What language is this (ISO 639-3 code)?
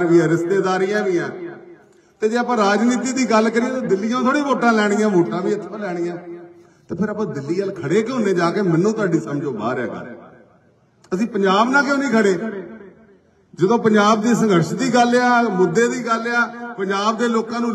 pan